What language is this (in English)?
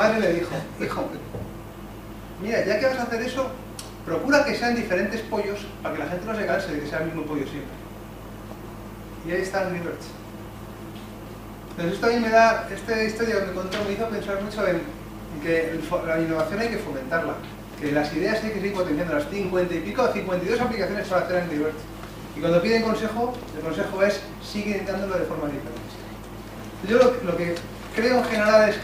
Spanish